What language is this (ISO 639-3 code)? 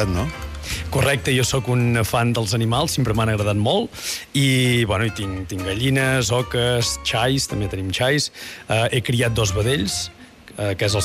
cat